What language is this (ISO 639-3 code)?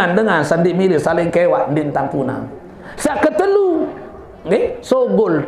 sas